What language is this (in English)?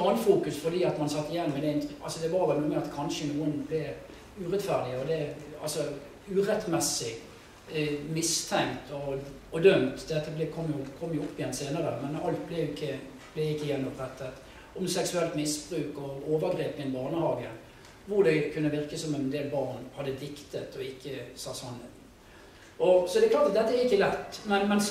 Norwegian